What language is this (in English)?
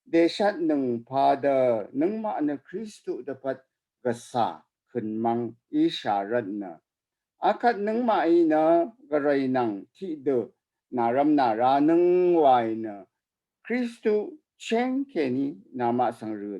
Rawang